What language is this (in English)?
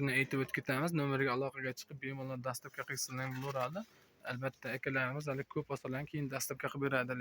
Uzbek